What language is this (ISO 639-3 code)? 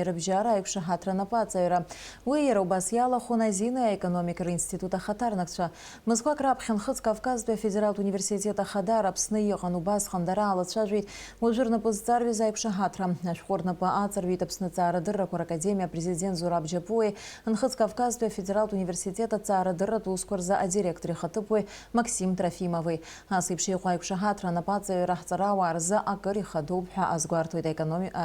abk